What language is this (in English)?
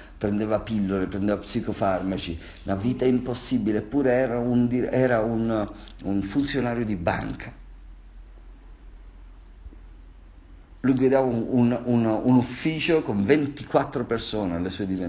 Italian